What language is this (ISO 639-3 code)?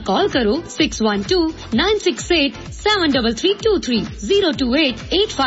pan